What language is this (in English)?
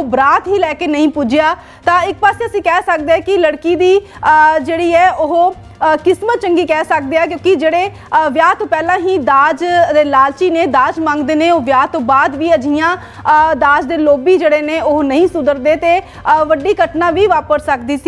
Punjabi